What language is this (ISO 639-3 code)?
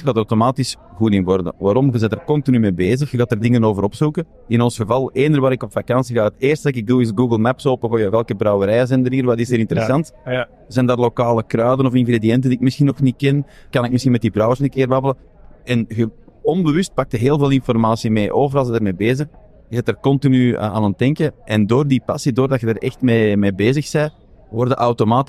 nld